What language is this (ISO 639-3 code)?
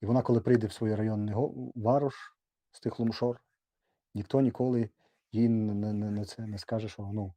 rue